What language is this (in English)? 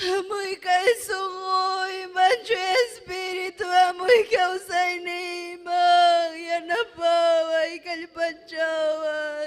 Ayacucho Quechua